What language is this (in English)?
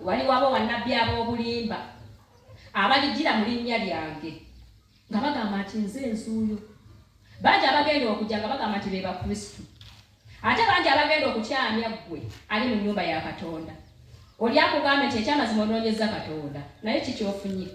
Ganda